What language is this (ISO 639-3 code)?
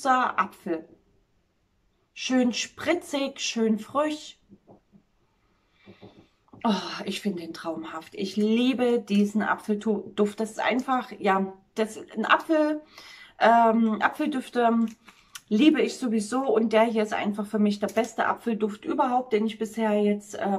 deu